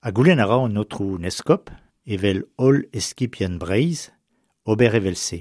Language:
Breton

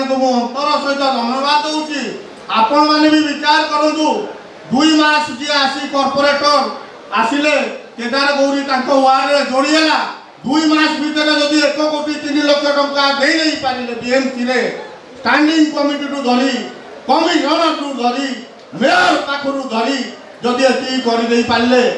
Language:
Odia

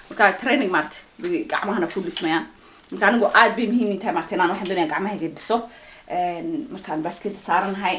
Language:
Somali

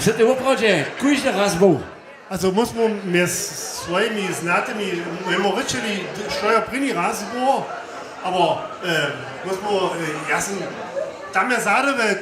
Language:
Upper Sorbian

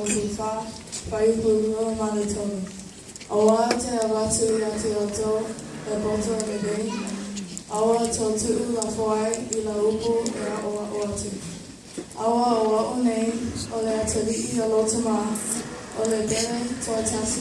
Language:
Samoan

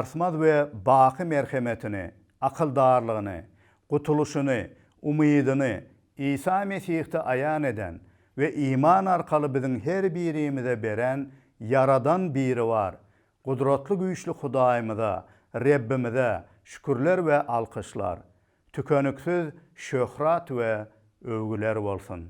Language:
Turkmen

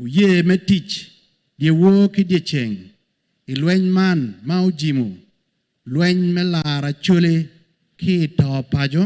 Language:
Acoli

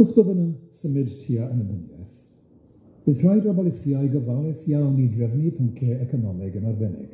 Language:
Welsh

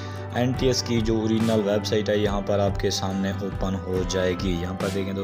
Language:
Hindi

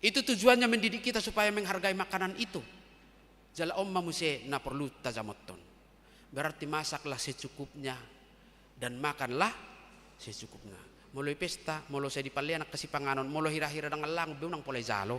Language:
Batak Toba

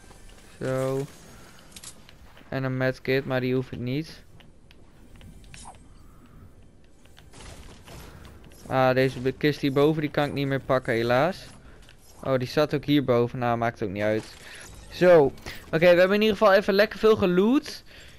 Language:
Dutch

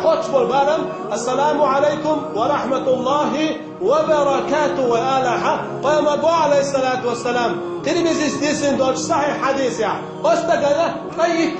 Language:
Chechen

